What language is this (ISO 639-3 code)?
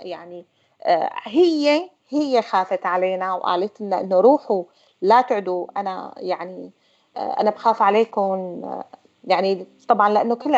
apc